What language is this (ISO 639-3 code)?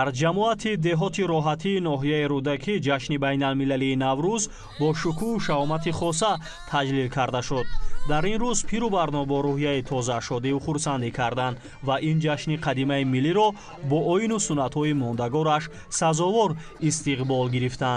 tgk